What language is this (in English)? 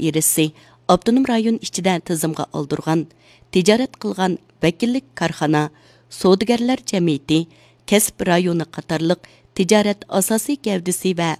Uyghur